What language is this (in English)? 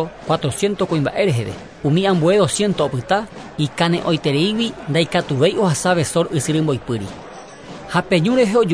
Guarani